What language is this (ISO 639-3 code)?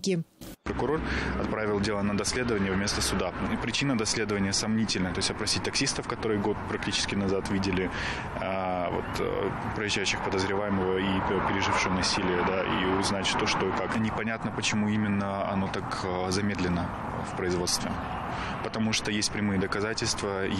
rus